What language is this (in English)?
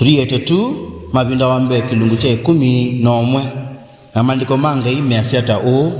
Kamba